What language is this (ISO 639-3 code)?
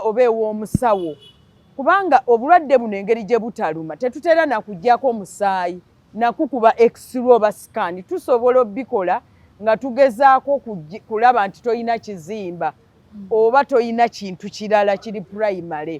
lug